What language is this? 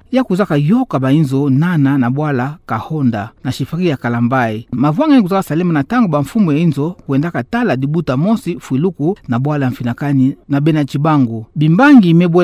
Kituba (Democratic Republic of Congo)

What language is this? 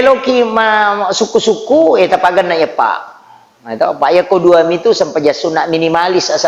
Buginese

